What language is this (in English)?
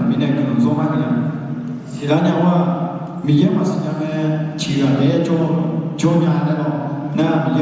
Akha